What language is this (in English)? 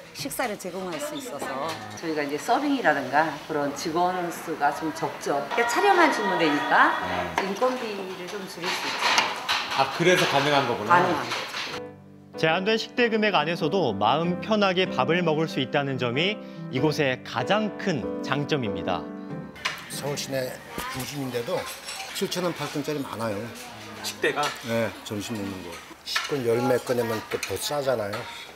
Korean